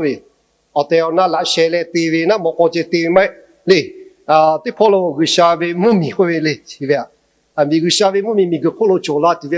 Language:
Lahu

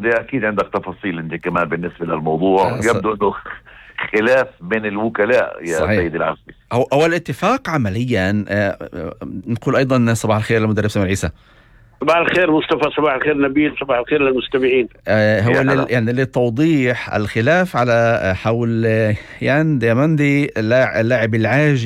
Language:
North Levantine Arabic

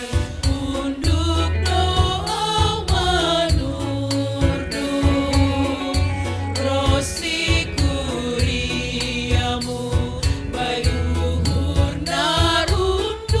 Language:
Batak Simalungun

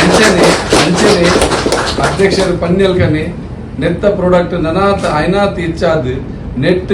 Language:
Tulu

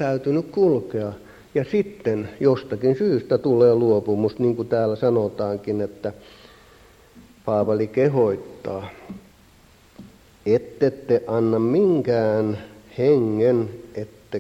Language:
Finnish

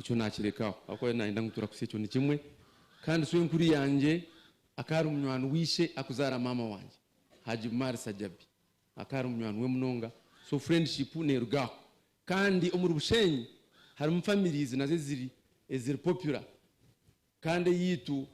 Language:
Nyankole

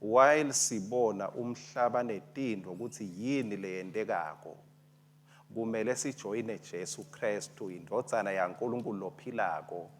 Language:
Swati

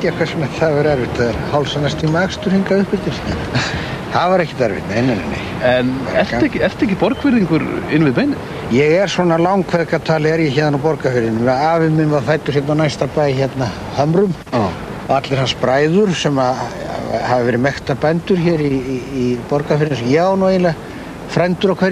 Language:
Icelandic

